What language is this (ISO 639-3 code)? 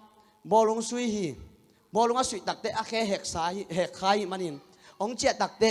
ctd